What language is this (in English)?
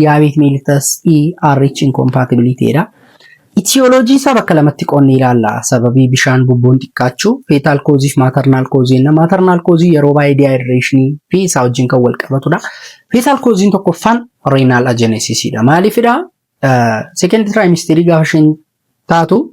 Oromo